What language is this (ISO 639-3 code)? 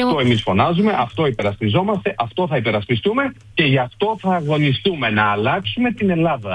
ell